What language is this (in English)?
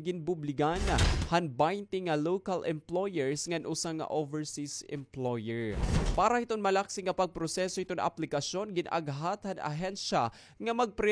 Waray